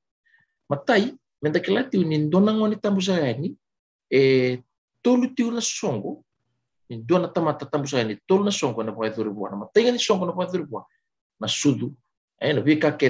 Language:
Fijian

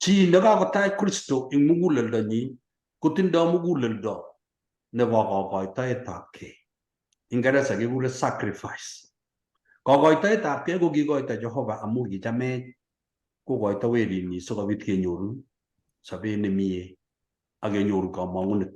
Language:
Kalenjin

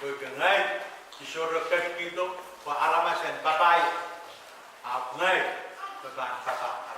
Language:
Pohnpeian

